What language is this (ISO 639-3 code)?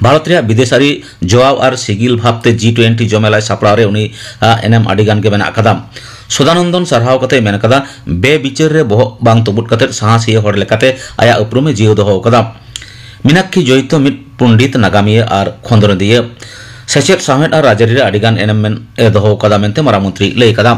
sat